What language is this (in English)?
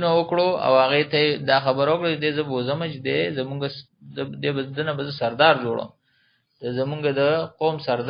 Pashto